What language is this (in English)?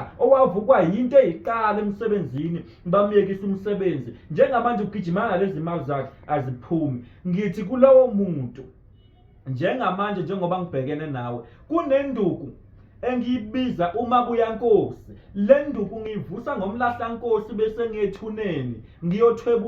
Zulu